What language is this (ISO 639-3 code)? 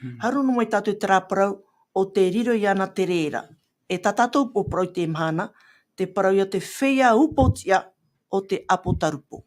tah